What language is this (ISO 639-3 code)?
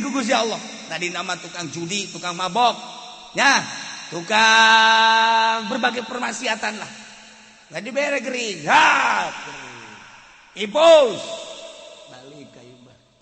sun